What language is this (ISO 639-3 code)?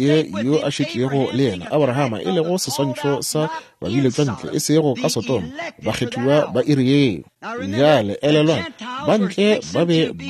nso